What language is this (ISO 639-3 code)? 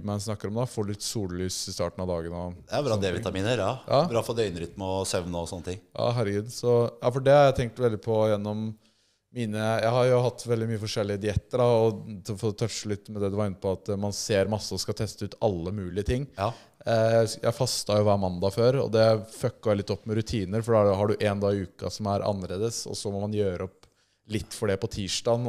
nor